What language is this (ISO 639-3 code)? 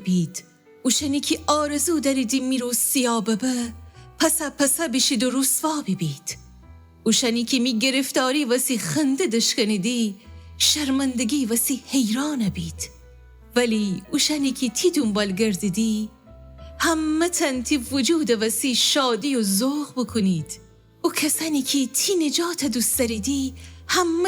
glk